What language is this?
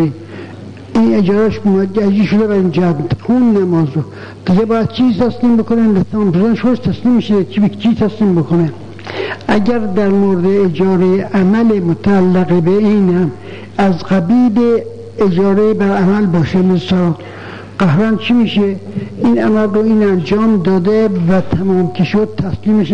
Persian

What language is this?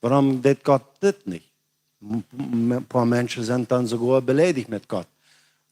Plautdietsch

